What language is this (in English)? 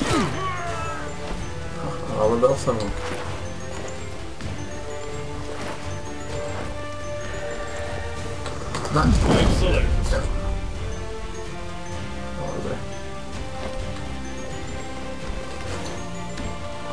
Czech